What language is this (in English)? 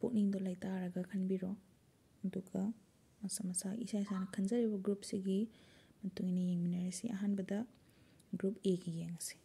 Manipuri